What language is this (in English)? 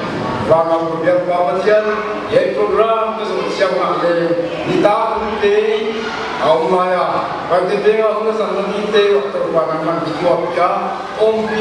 Paite Chin